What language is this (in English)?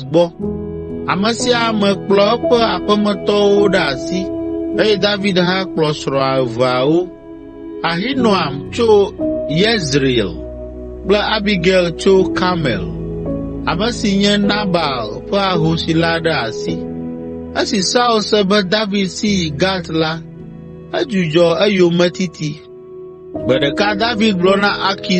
Ewe